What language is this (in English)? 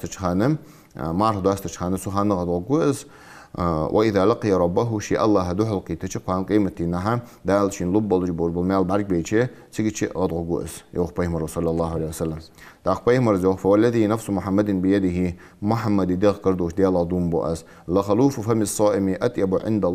Ingush